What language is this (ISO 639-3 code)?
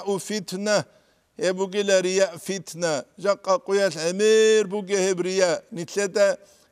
ava